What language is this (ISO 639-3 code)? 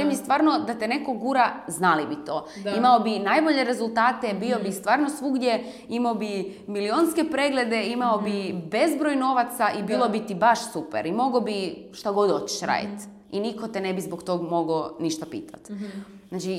srp